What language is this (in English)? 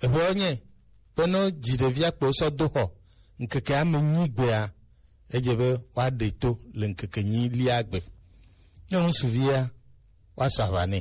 Gen